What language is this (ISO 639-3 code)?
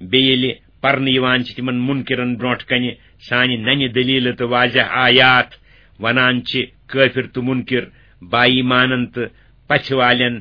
kas